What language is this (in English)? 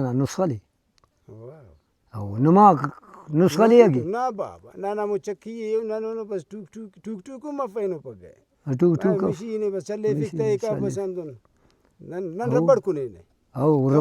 Brahui